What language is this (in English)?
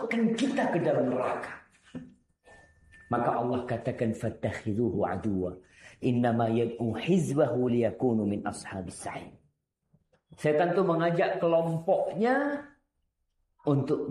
Indonesian